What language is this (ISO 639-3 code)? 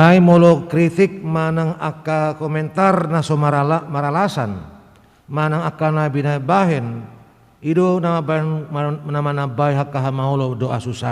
bbc